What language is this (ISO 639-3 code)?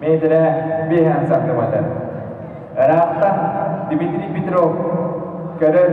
sah